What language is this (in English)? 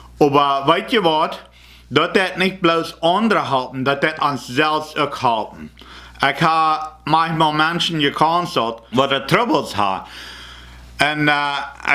Plautdietsch